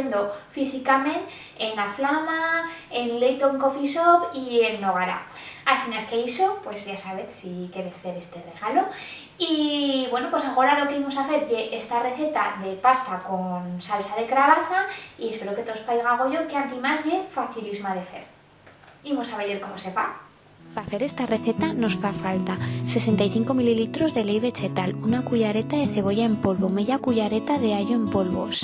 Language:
Aragonese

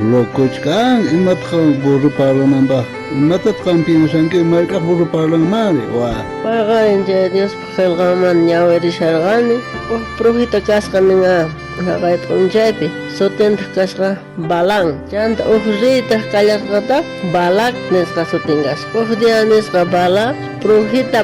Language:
South Bolivian Quechua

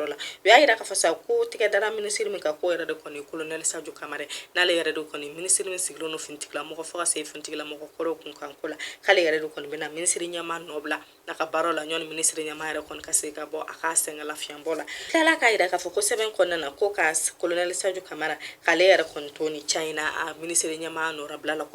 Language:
Bambara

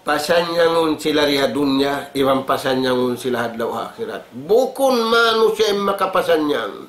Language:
Tausug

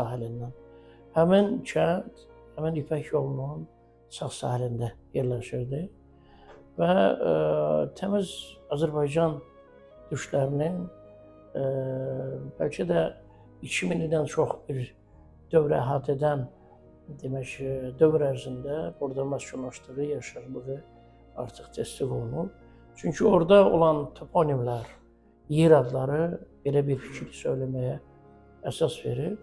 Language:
Azerbaijani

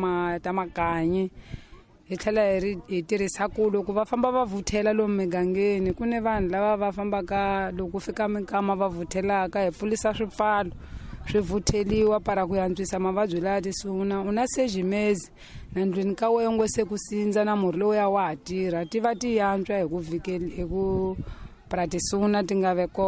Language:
Tsonga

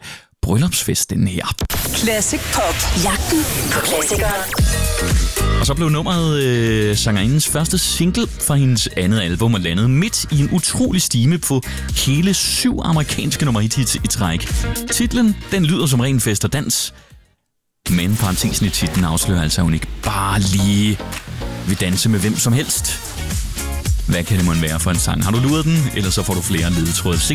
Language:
Danish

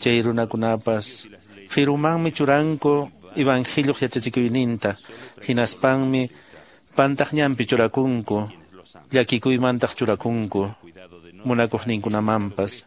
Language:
Quechua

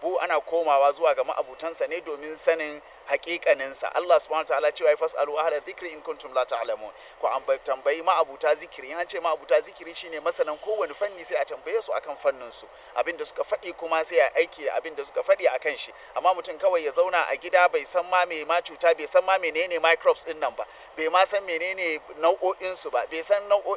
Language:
Hausa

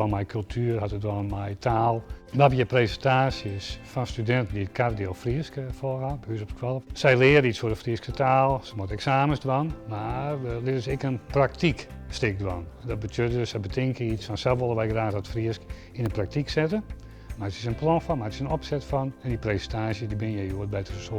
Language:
Western Frisian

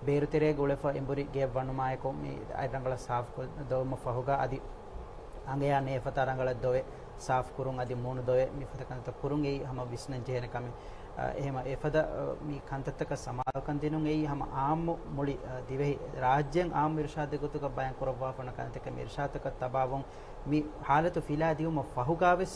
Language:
Divehi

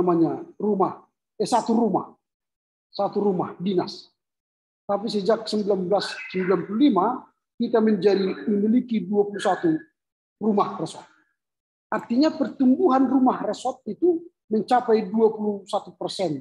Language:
Indonesian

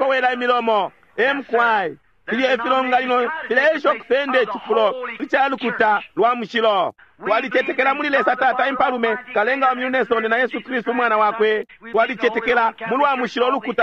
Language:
Bemba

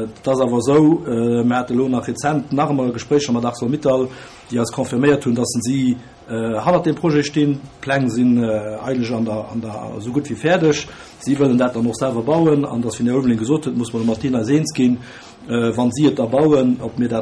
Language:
Luxembourgish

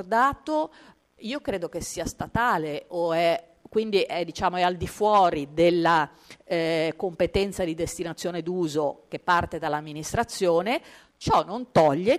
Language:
Italian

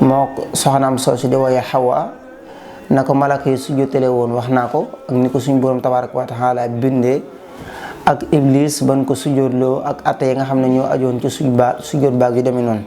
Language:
Wolof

